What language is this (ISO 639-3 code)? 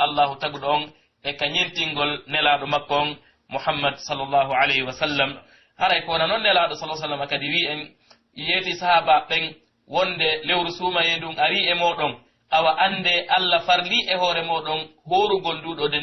fuf